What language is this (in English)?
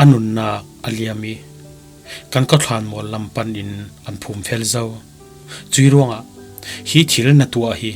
Falam Chin